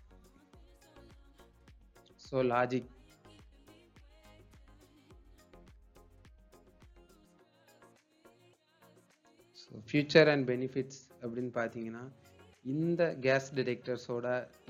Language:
Tamil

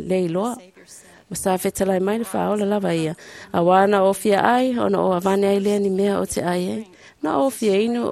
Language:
Samoan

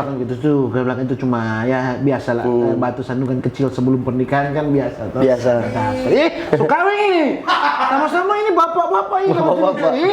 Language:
Manado Malay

